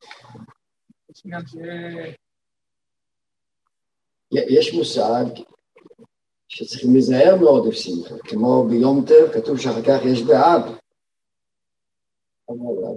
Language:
Hebrew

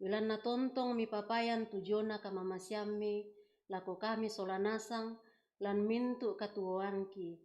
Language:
Toraja-Sa'dan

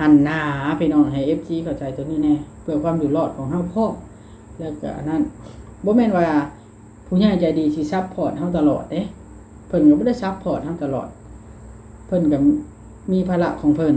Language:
Lao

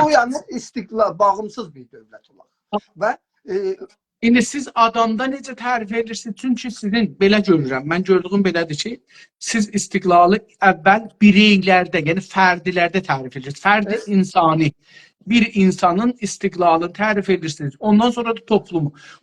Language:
South Azerbaijani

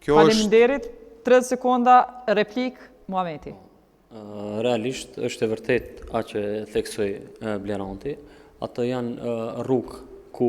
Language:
Albanian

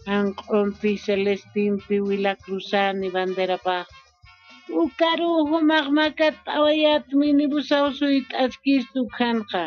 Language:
Aymara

